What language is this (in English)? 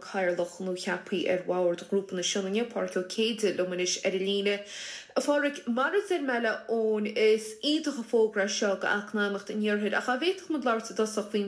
Irish